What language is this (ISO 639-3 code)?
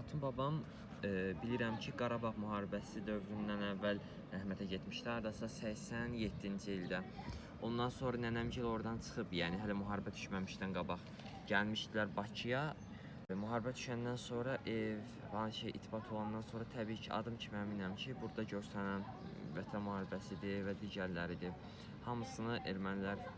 aze